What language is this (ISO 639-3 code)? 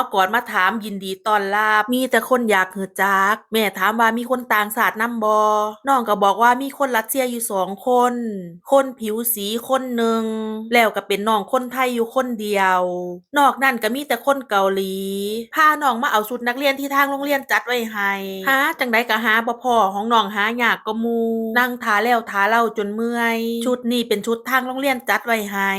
tts